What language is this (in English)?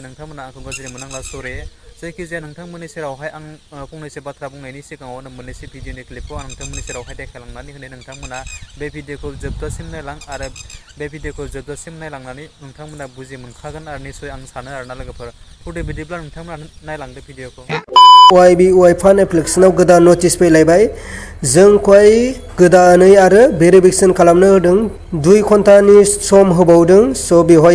Bodo